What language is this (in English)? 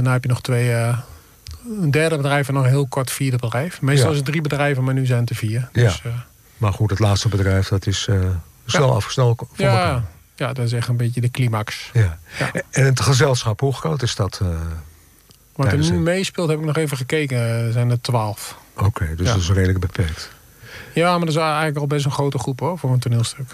Dutch